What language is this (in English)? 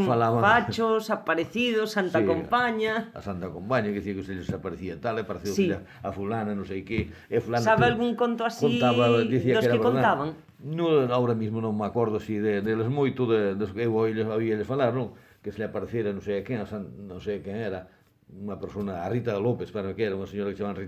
Galician